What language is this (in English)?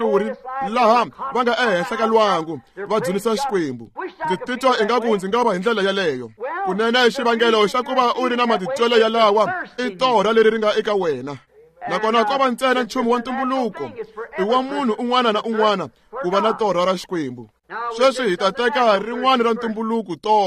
Tsonga